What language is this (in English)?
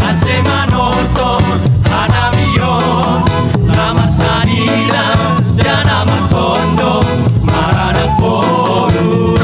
Batak Simalungun